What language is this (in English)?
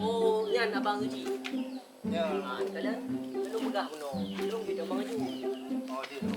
Achinese